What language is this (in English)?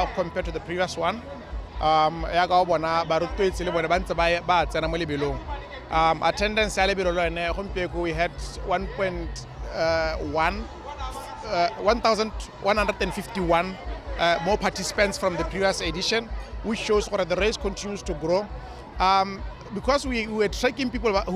Tswana